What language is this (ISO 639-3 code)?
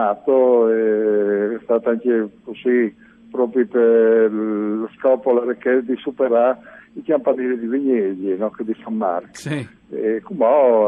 fur